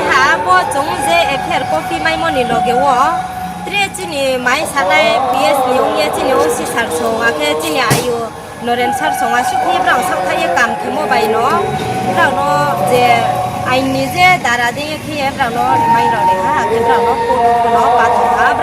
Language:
Riang (India)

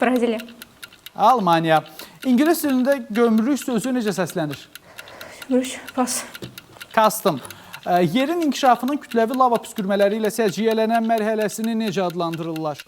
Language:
Azerbaijani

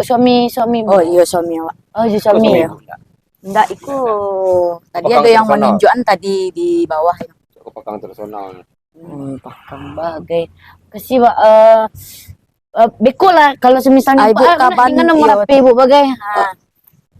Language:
Minangkabau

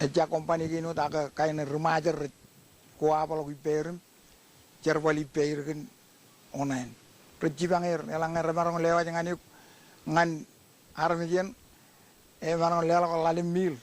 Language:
Marshallese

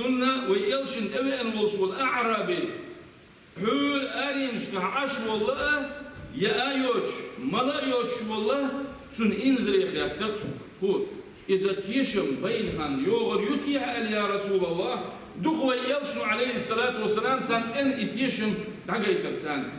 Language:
Chechen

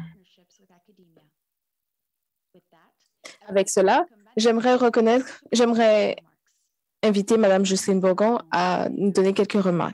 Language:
French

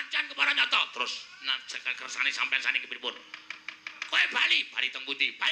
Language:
Javanese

